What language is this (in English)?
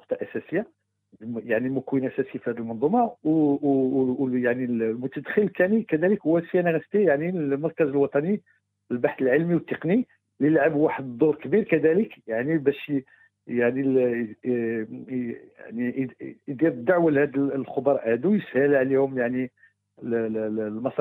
Moroccan Arabic